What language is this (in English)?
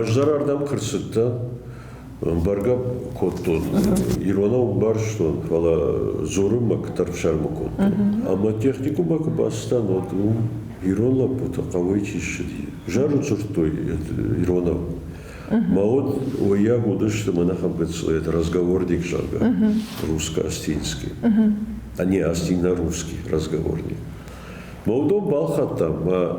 Ossetic